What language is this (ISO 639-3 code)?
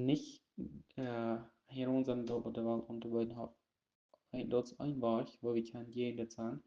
pdt